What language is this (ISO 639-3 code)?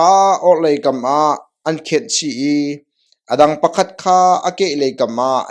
cnh